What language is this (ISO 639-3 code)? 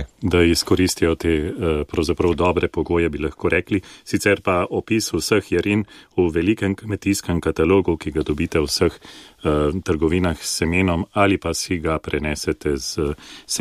slv